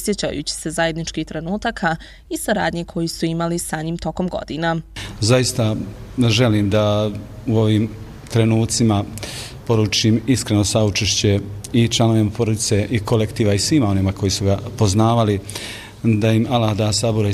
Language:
Bosnian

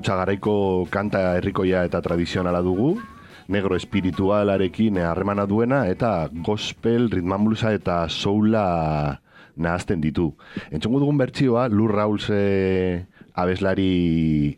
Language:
Basque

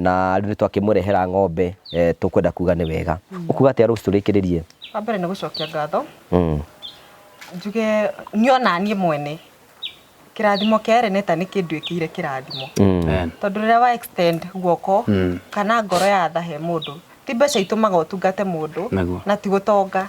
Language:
Kikuyu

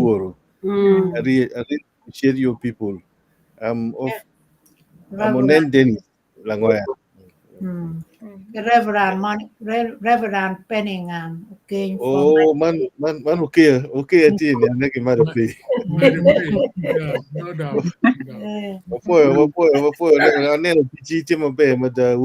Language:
Acoli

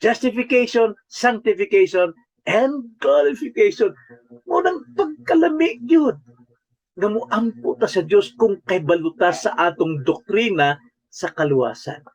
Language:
Cebuano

